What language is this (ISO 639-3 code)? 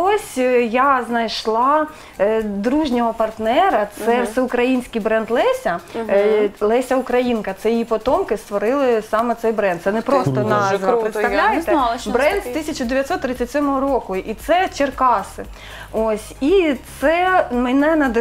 ukr